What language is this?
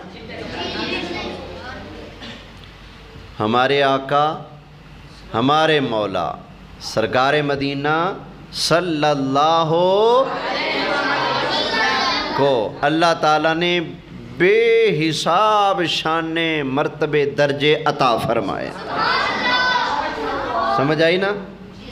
Urdu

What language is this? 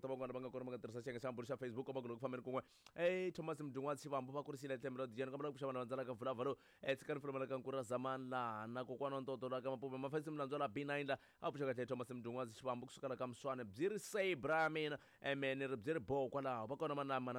Tsonga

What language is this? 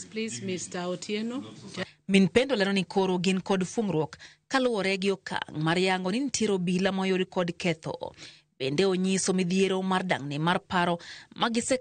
Luo (Kenya and Tanzania)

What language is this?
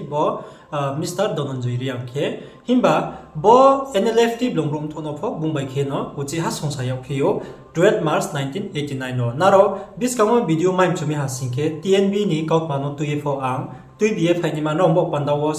Riang (India)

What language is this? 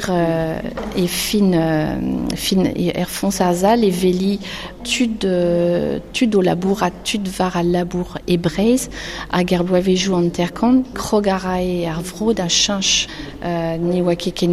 Breton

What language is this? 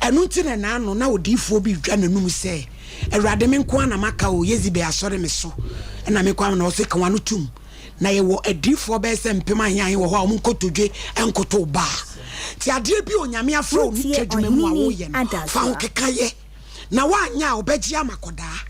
Akan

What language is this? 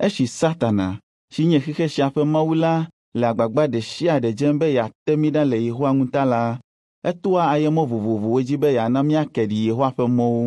Ewe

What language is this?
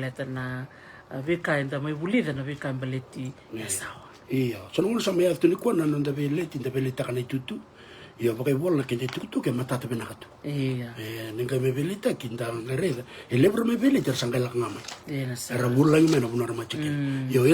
Fijian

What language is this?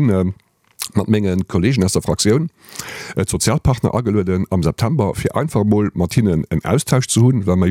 Luxembourgish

